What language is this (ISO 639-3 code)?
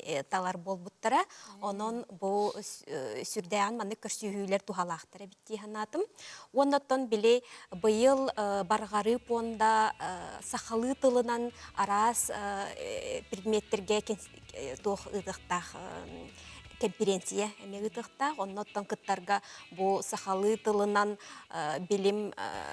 sah